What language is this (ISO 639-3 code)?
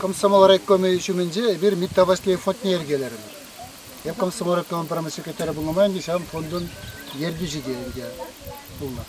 chv